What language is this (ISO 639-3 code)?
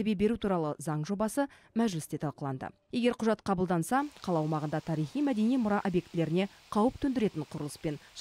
kaz